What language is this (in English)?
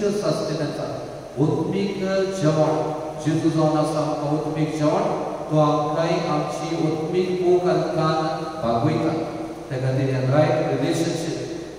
Konkani